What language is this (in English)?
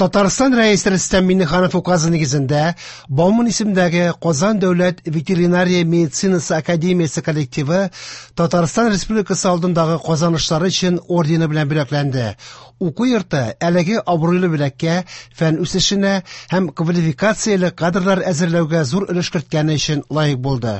Tatar